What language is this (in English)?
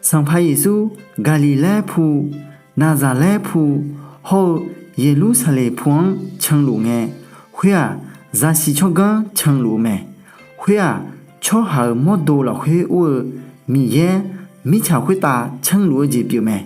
Akha